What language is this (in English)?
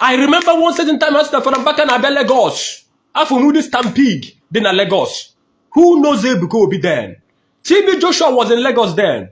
Igbo